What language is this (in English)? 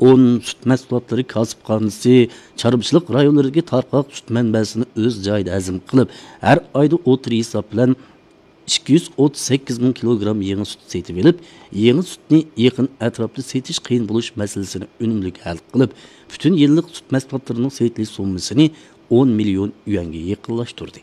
Uyghur